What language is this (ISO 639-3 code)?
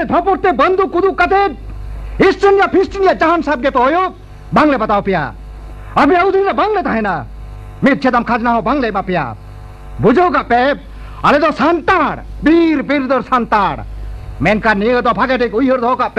sat